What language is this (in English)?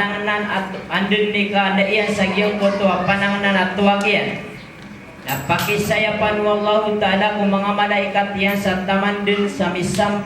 Maranao